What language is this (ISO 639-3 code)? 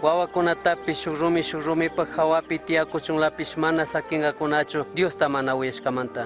qug